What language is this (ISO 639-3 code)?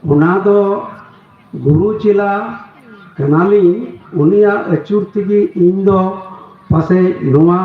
sat